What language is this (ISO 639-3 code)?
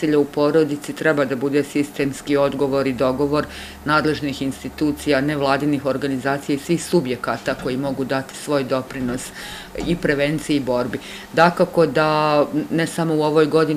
bos